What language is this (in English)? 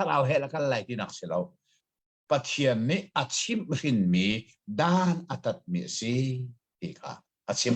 Hakha Chin